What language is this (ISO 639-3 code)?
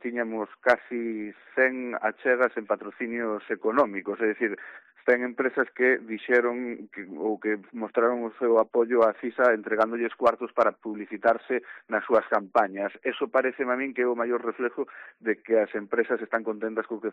glg